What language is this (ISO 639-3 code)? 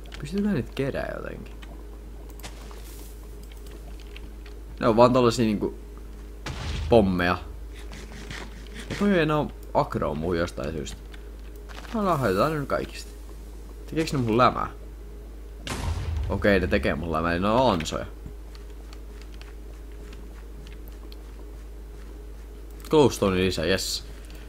fin